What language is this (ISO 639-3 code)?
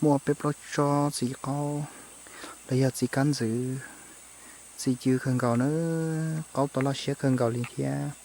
hmn